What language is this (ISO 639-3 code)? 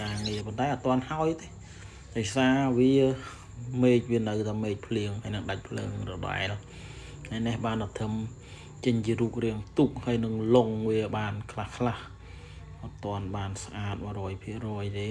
khm